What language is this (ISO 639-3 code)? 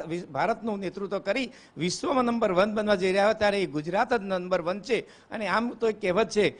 guj